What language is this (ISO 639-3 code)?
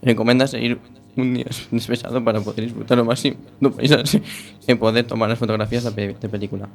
glg